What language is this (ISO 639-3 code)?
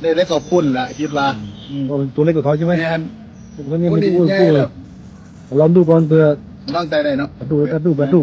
lao